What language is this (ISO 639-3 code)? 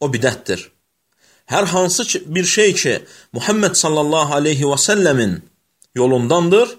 aze